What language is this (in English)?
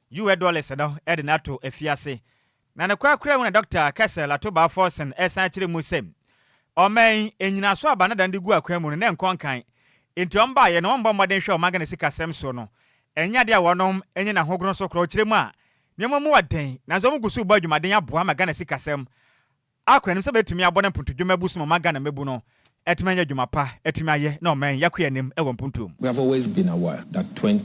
Akan